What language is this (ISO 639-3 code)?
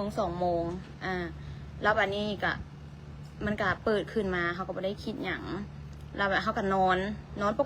lao